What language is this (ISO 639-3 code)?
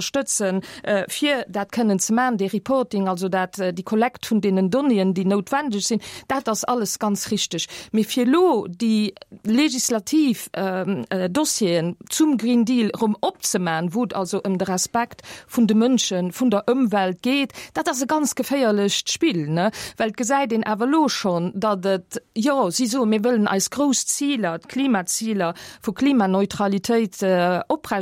ltz